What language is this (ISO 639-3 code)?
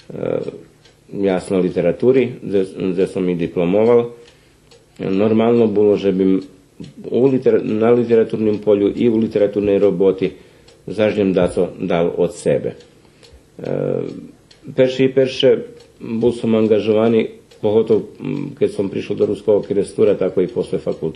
rue